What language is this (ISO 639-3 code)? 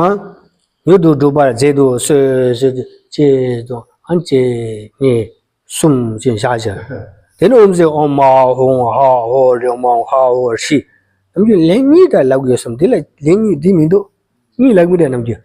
bod